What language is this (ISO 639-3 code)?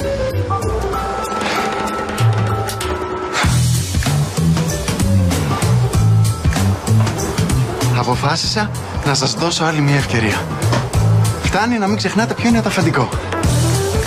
ell